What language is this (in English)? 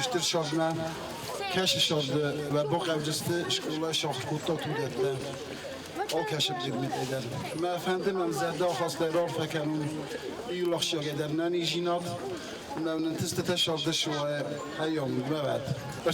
Ossetic